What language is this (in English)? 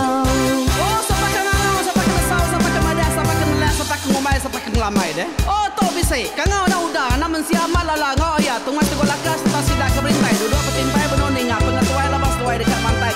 Iban